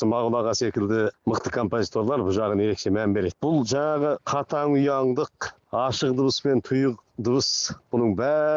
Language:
Kazakh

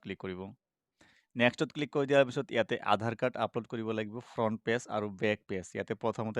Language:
Assamese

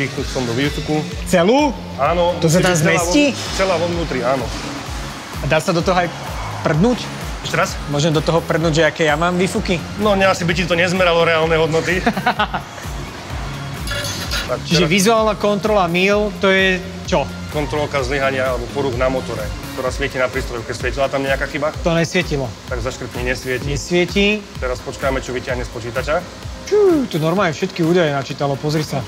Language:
Slovak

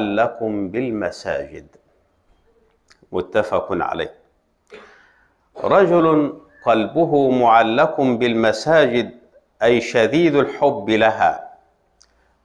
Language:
Arabic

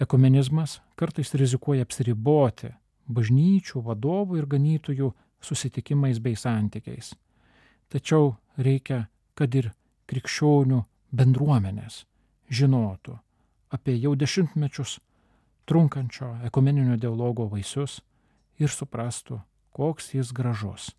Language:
Lithuanian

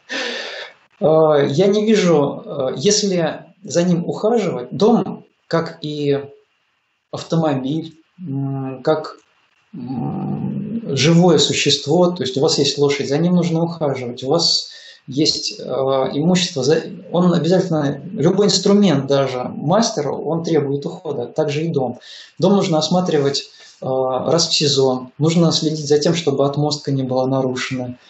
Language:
Russian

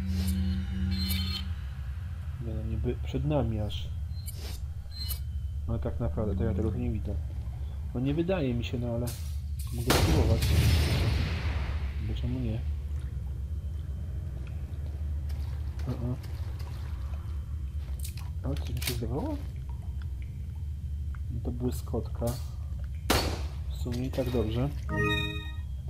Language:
Polish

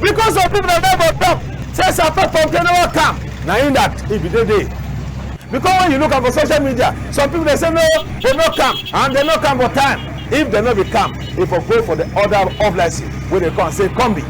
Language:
Cameroon Pidgin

